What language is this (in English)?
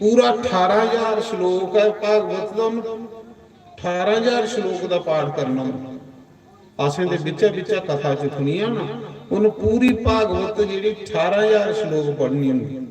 Dogri